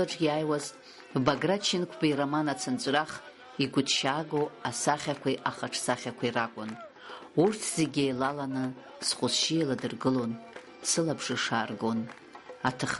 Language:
Abkhazian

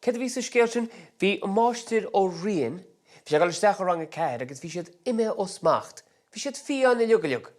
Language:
Irish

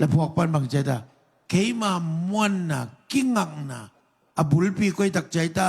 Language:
Tedim Chin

